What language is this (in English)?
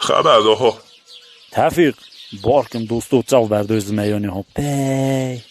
Kurdish